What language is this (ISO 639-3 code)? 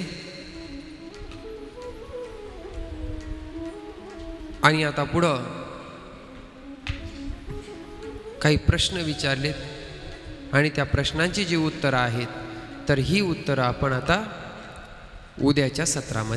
mar